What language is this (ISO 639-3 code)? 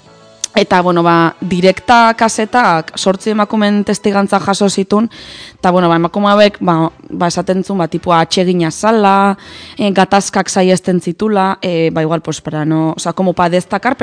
eus